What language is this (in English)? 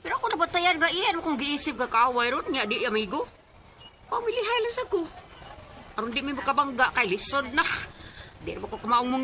Cebuano